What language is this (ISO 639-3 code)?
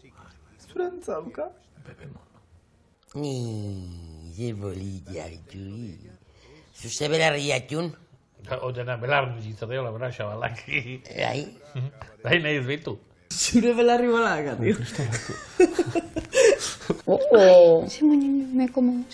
eus